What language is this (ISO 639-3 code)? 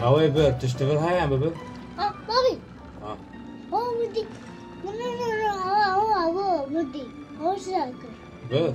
kur